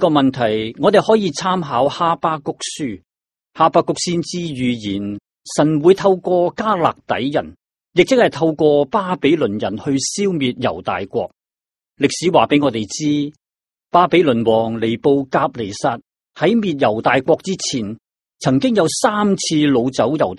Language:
Cantonese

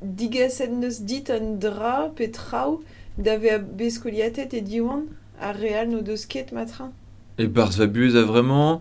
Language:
Breton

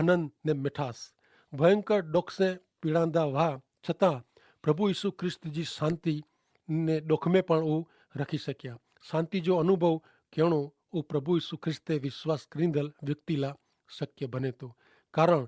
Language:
Kachhi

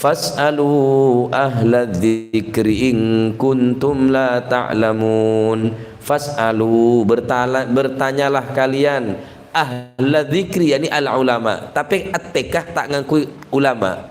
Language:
Madurese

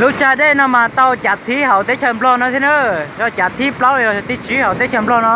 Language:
Hmong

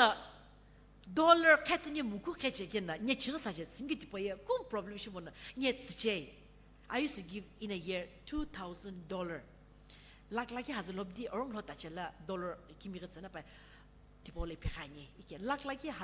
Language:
Sumi Naga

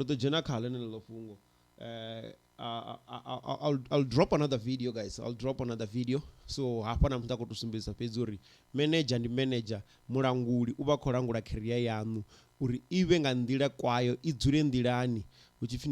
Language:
Venda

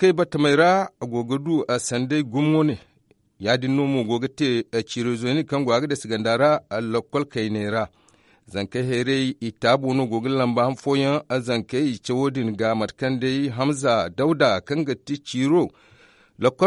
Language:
Zarma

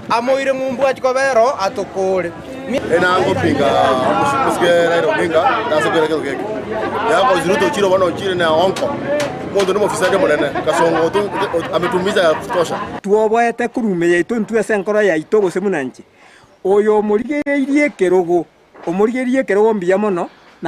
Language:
Gusii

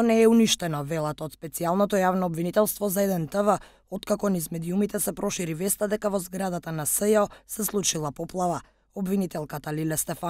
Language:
Macedonian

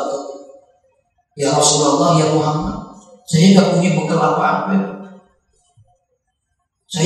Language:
Indonesian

